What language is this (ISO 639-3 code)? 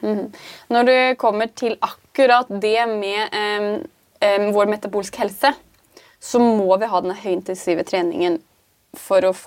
nor